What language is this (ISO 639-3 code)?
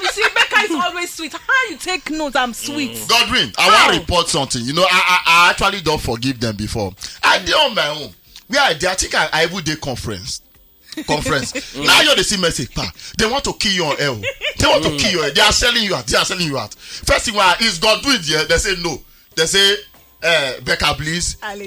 pcm